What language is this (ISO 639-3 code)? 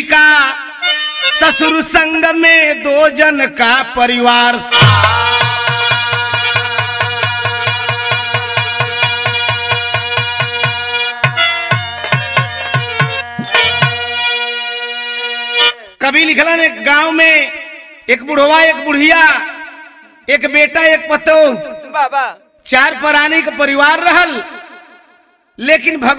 bho